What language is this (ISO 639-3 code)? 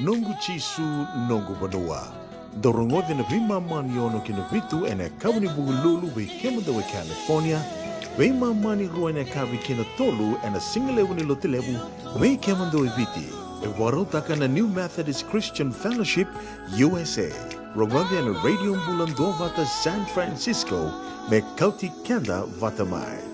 fij